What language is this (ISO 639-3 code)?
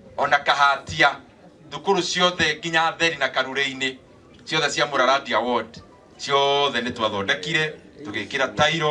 kik